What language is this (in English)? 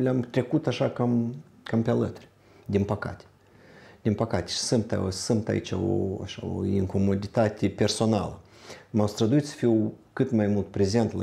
Romanian